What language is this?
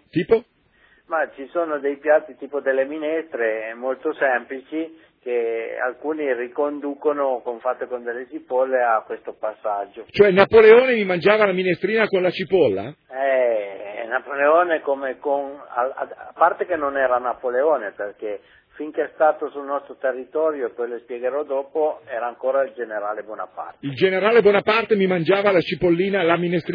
Italian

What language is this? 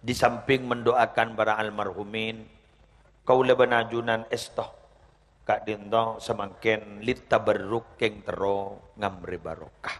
Madurese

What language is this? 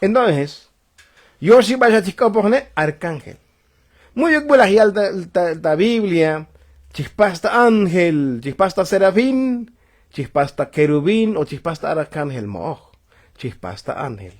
Tzotzil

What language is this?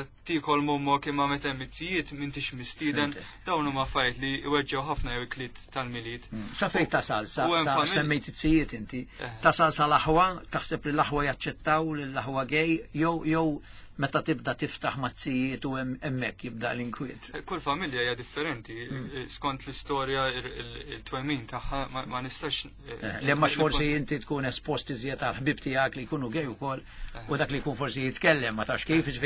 Maltese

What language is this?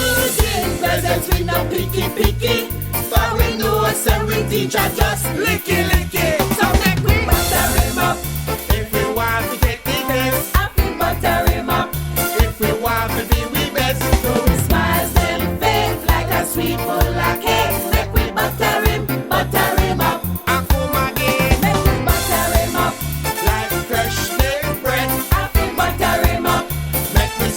Jamaican Creole English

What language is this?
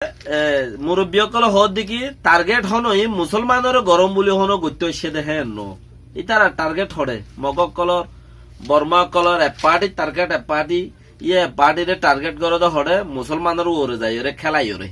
Rohingya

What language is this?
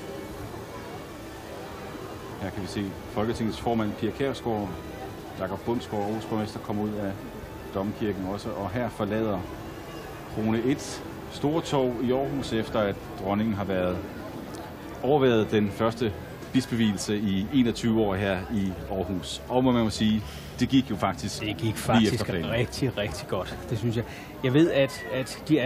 Danish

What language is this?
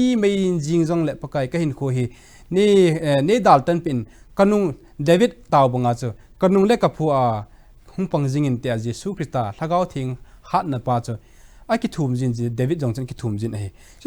Thado Chin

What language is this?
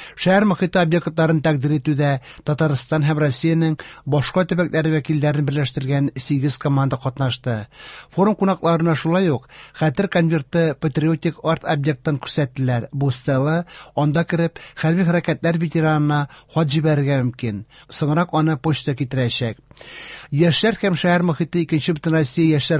Tatar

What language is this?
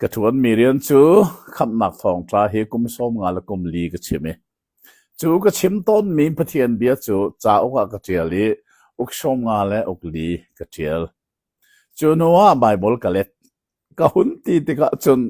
Hakha Chin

